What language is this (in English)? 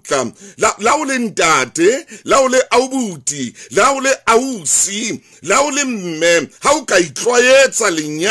Southern Sotho